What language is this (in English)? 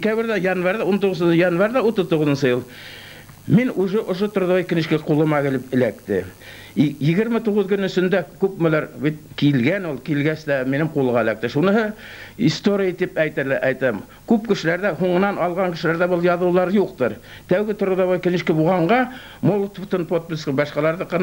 Bashkir